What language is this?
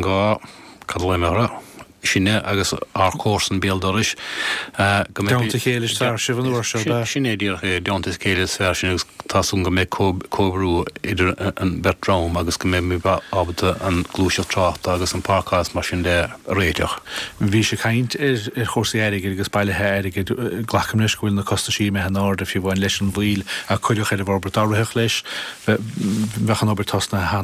Irish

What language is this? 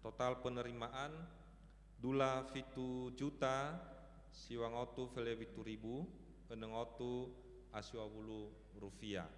Nias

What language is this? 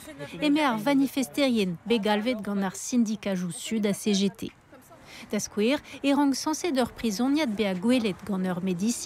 Breton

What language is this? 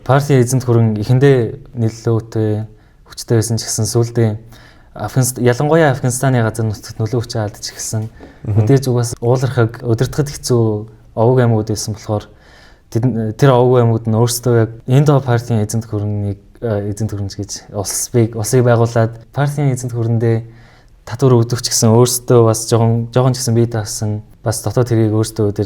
Mongolian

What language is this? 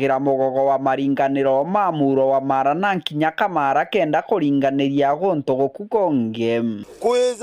Meru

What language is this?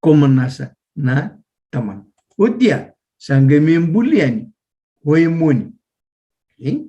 Fijian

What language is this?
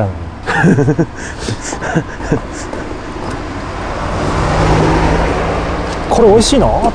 Japanese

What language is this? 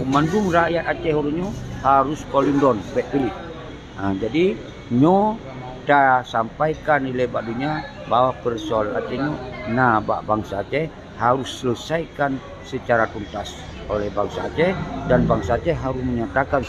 Achinese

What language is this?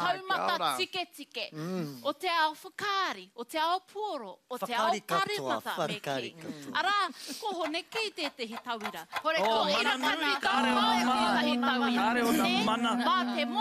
Māori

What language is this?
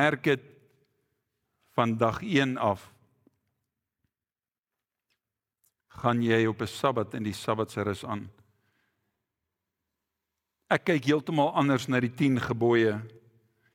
Afrikaans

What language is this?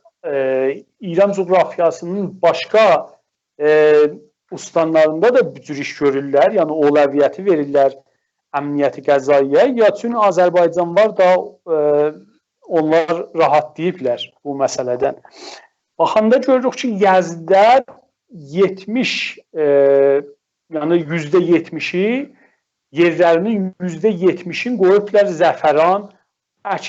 South Azerbaijani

